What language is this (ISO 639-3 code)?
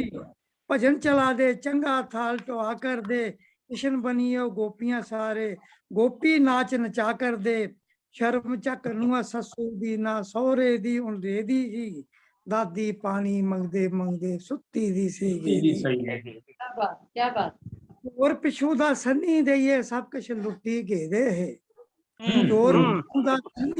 doi